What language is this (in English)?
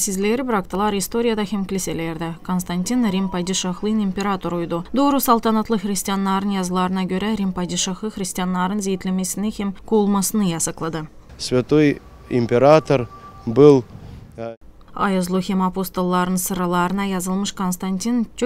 Gagauz